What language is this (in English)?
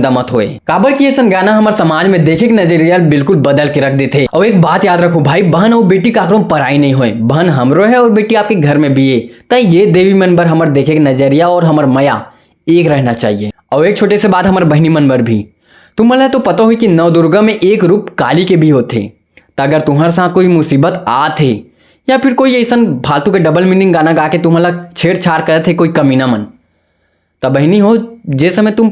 Chhattisgarhi